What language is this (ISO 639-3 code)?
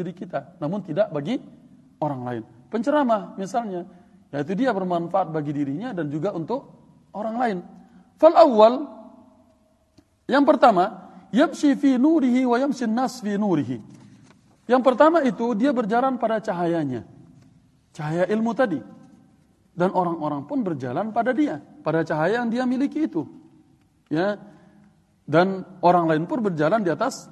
ind